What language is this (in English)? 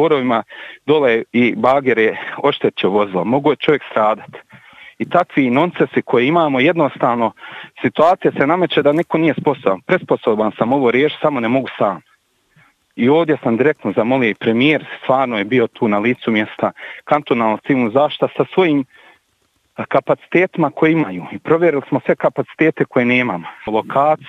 Bosnian